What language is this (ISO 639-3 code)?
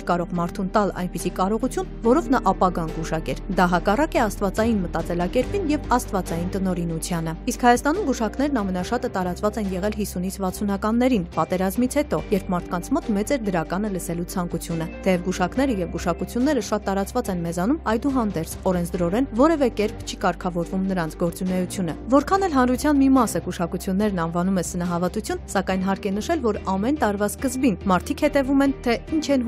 hye